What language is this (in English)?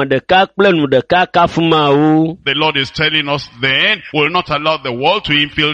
Ewe